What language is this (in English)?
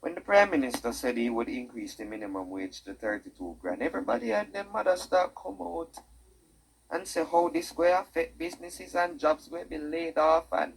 Jamaican Creole English